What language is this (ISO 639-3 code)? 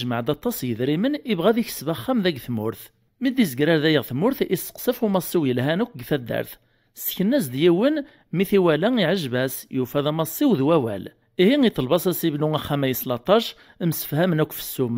kab